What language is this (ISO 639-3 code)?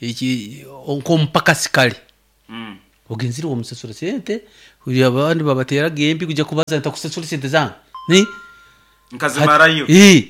nyo